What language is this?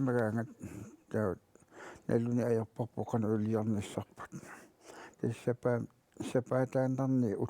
Kalaallisut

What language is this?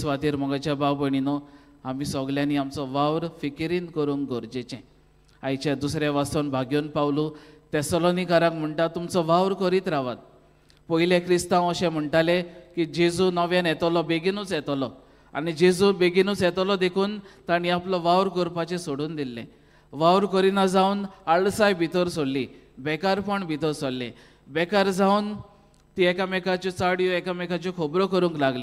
Konkani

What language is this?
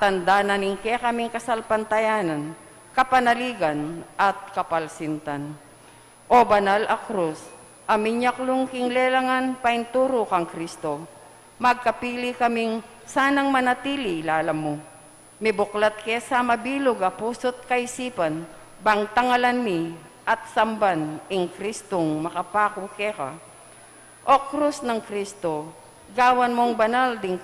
Pampanga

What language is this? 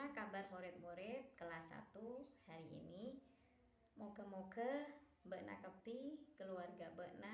Madurese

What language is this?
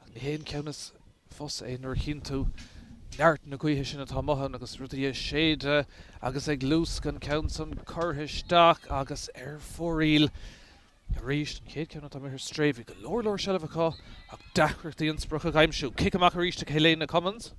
Irish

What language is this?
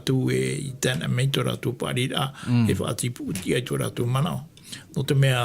Tahitian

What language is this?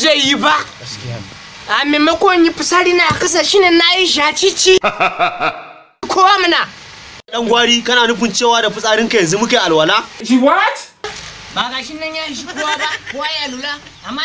Hausa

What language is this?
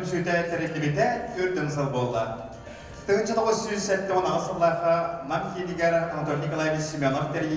Yakut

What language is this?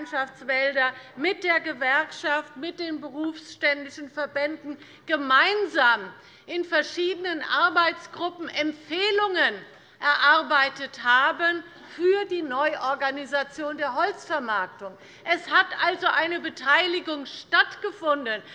German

